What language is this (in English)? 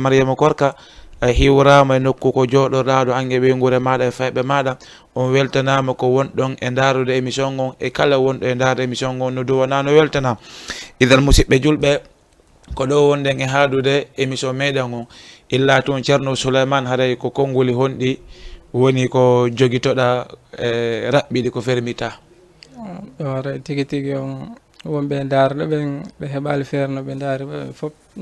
Fula